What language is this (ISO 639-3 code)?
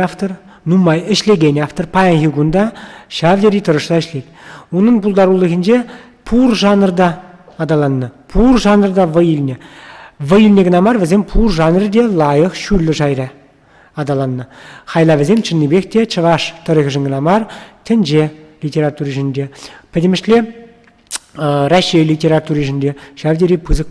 chv